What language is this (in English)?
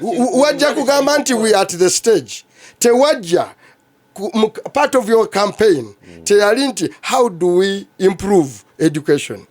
Ganda